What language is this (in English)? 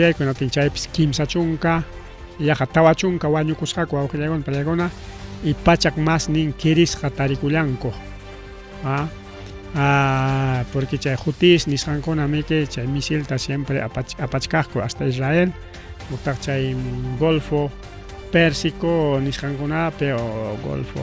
Ayacucho Quechua